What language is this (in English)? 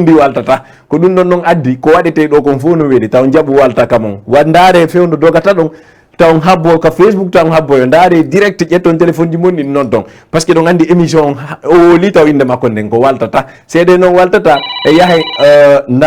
Fula